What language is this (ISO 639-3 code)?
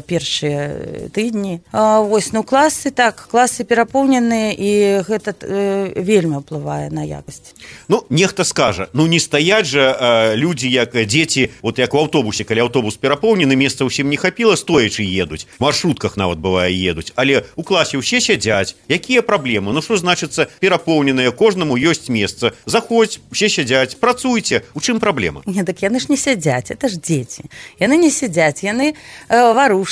bel